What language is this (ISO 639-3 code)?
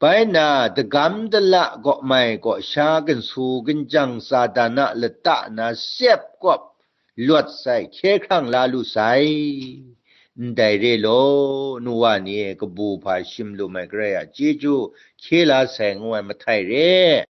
kac